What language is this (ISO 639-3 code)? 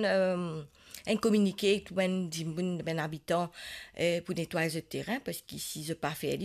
mfe